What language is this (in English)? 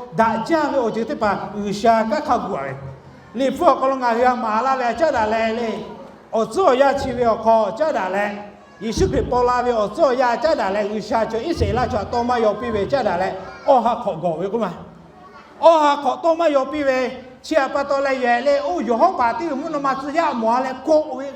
Lahu